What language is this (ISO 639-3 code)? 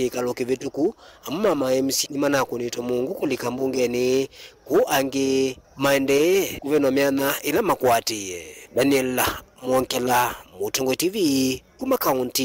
kam